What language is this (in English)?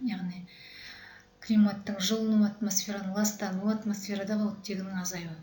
Kazakh